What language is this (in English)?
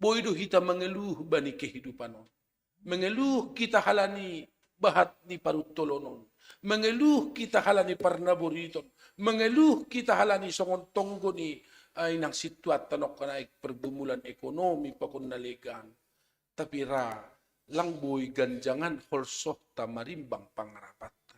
Batak Simalungun